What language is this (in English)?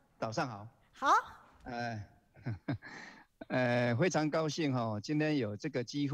Chinese